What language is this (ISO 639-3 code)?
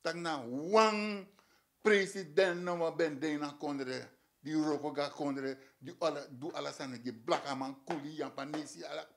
srn